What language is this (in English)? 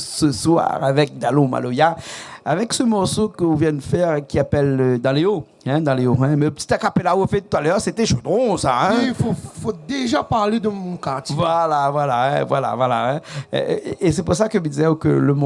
Réunion Creole French